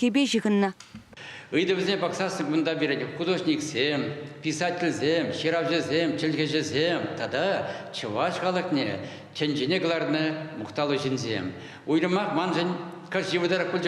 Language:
Chuvash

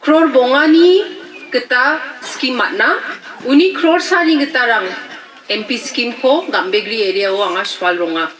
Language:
Garo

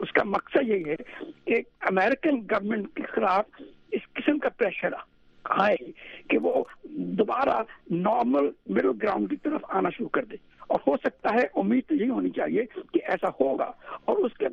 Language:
Urdu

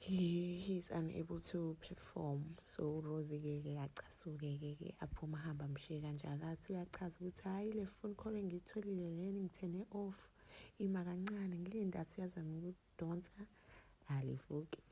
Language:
Zulu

